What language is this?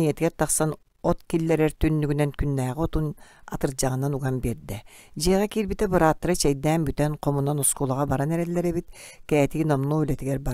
Yakut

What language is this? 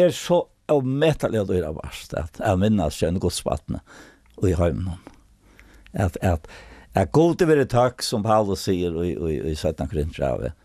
Faroese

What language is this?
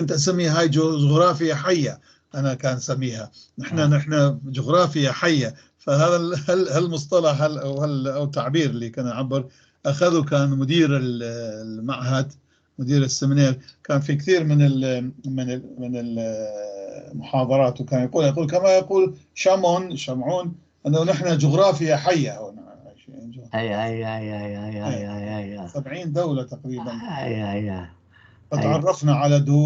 North Levantine Arabic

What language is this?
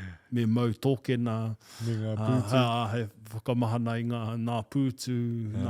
Māori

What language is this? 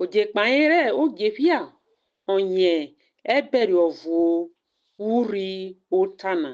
Urhobo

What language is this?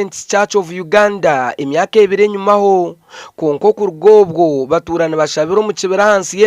Nyankole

